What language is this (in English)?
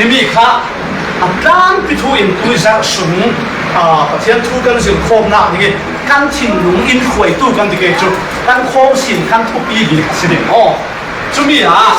Falam Chin